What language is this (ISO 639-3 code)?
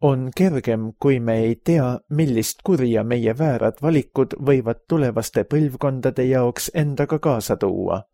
est